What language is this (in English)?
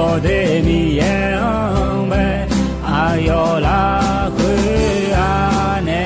Akha